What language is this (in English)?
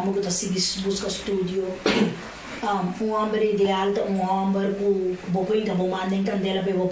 Papiamento